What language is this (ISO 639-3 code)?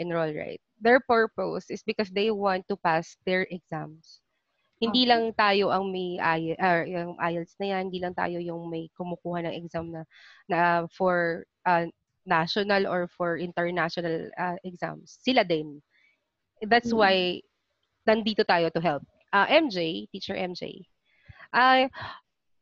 fil